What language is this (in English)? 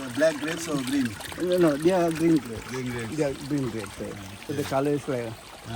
Konkani